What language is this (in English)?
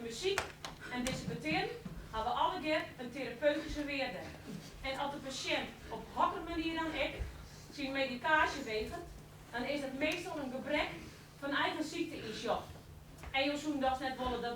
Western Frisian